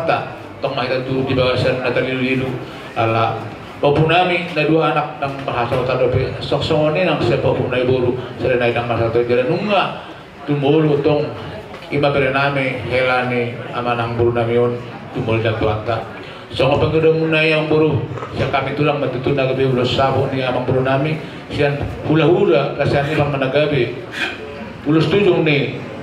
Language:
Batak Toba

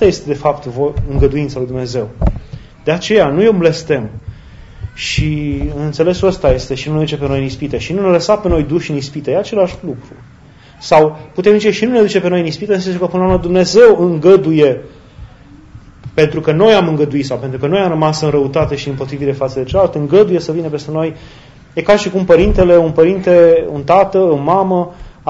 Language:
Romanian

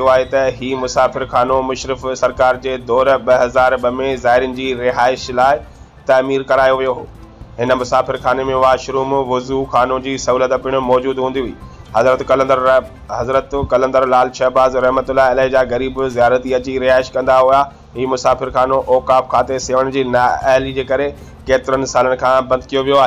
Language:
Sindhi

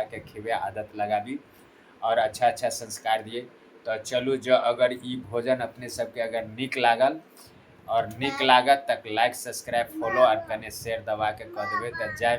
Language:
Maithili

